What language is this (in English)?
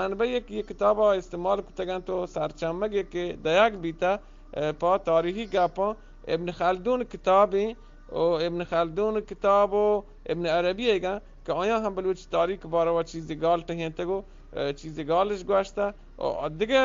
Eastern Balochi